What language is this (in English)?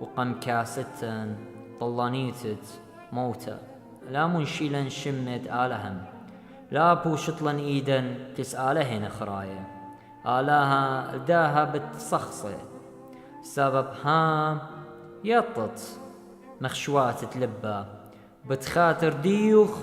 Assyrian Neo-Aramaic